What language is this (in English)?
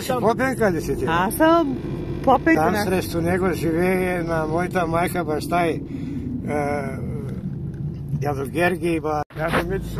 Bulgarian